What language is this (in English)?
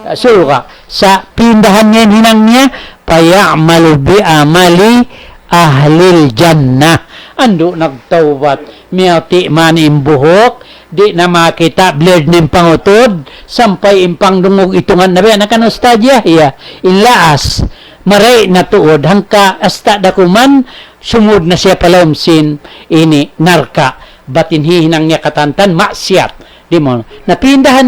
Tausug